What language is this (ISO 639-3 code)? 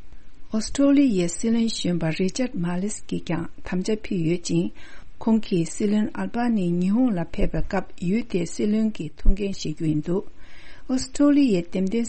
bod